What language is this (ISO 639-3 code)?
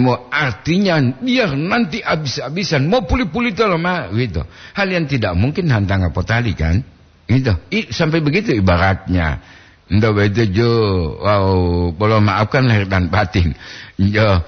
gor